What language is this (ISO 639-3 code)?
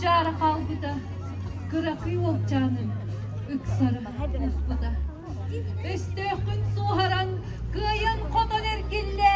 sah